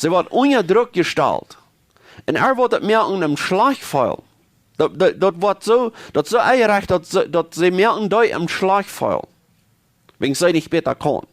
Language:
Plautdietsch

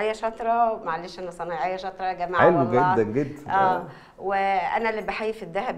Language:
Egyptian Arabic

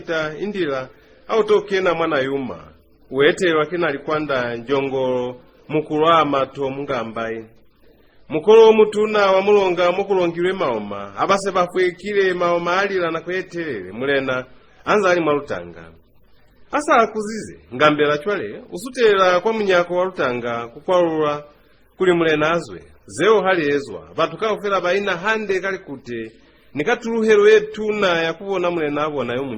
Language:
Lozi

